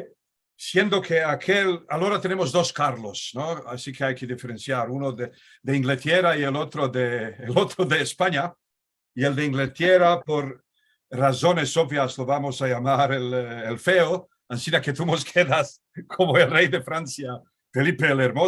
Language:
Ladino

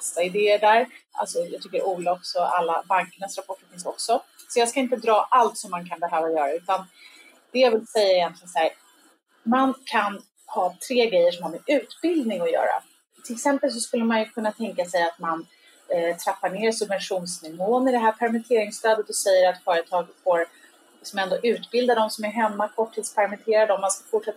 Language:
Swedish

